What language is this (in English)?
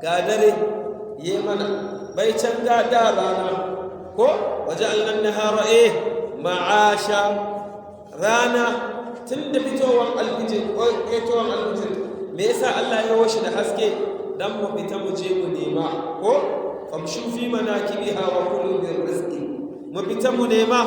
Hausa